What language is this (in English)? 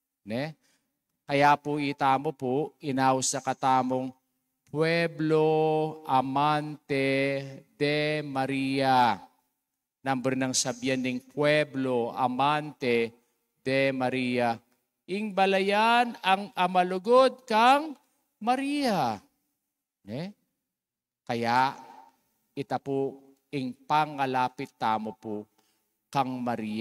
Pampanga